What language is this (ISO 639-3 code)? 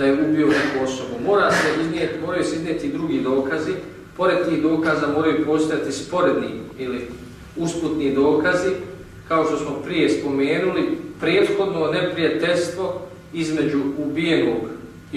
bos